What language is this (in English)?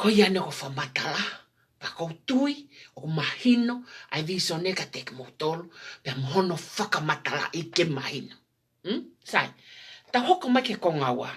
Tongan